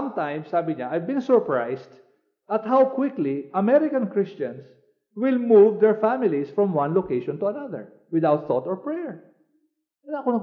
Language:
Filipino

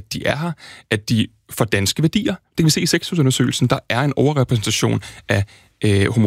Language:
Danish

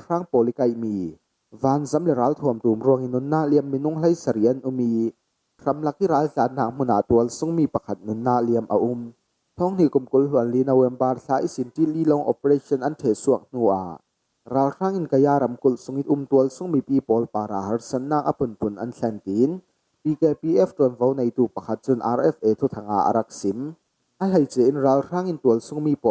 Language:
Falam Chin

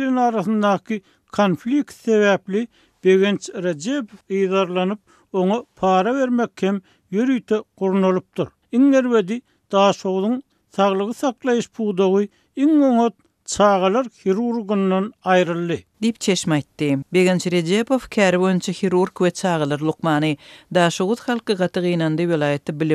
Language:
Turkmen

